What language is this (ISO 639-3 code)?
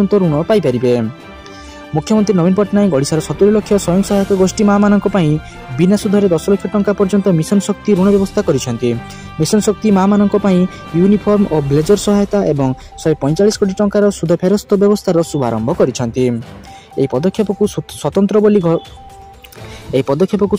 ori